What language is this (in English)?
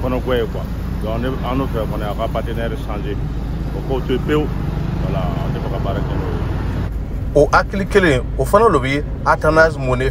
Bambara